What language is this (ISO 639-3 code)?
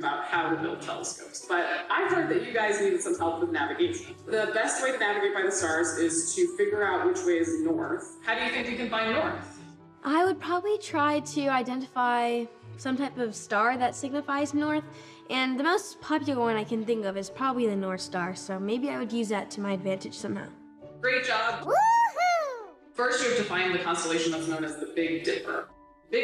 eng